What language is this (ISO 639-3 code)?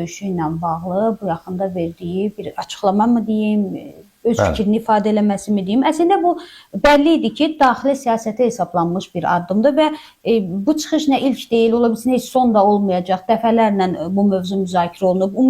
aze